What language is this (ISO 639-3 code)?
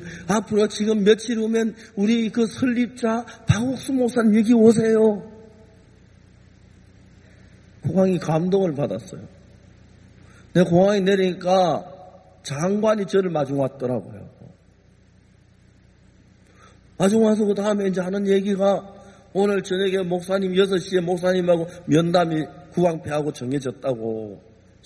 kor